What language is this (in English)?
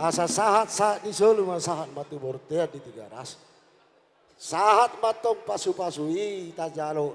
Batak Toba